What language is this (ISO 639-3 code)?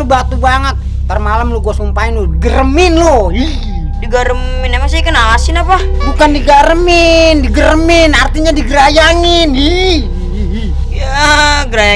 bew